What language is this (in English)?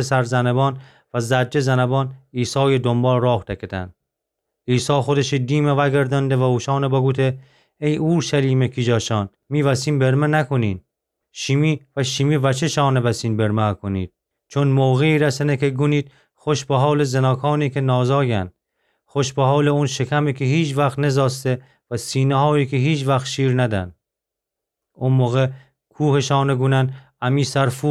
Gilaki